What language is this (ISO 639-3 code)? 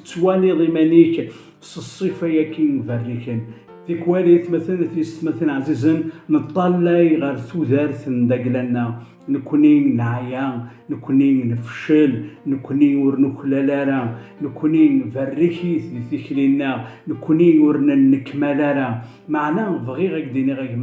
kab